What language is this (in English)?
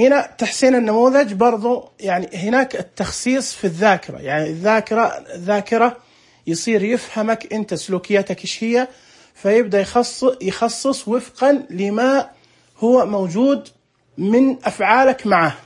Najdi Arabic